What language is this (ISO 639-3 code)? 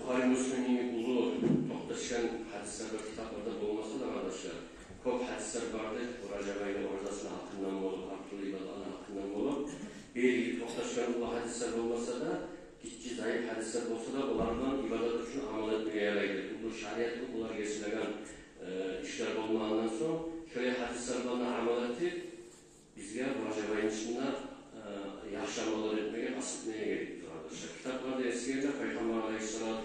kum